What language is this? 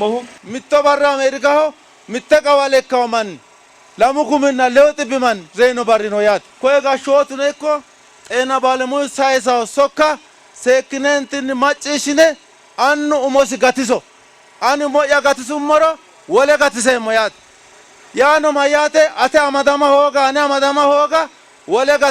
Sidamo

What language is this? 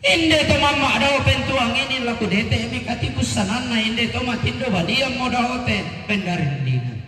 Toraja-Sa'dan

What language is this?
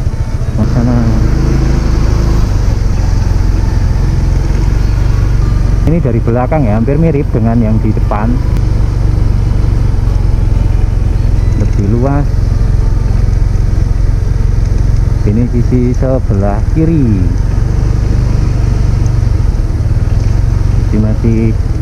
Indonesian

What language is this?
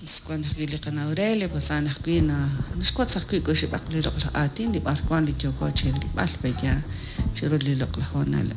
Kekchí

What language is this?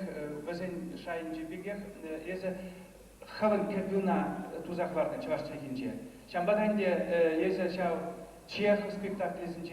Chuvash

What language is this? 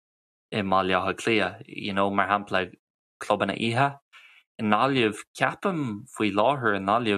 Irish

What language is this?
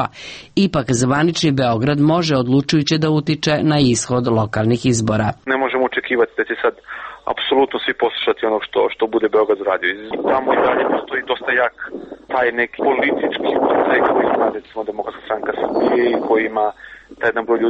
Serbian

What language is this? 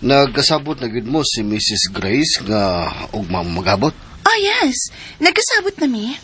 Cebuano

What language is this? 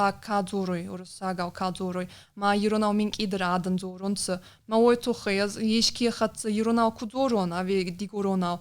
Ossetic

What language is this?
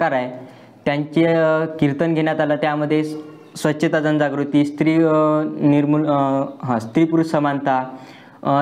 Marathi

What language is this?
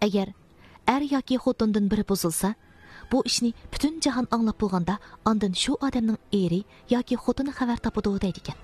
Uyghur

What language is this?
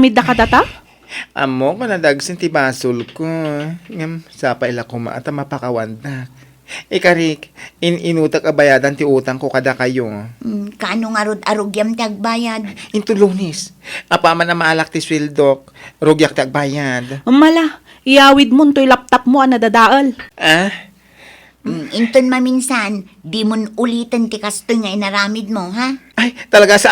Iloko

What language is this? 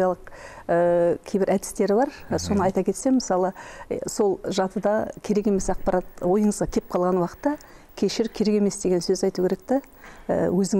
Kazakh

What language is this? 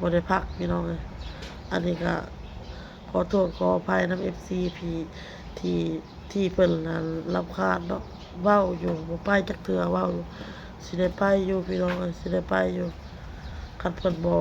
Northeastern Thai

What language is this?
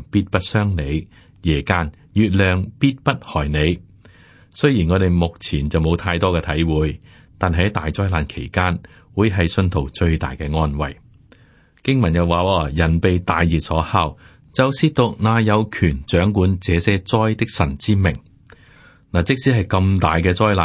Cantonese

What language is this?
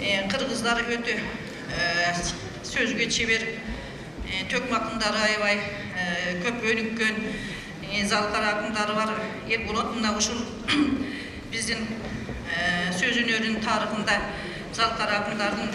Kyrgyz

